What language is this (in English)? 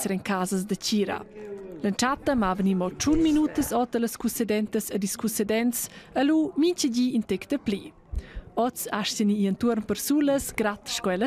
Romansh